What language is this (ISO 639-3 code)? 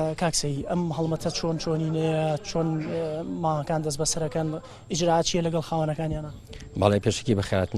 ckb